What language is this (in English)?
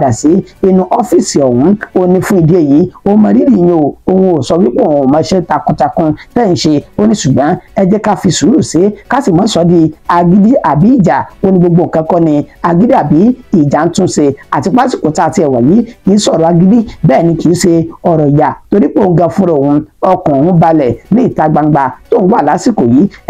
Yoruba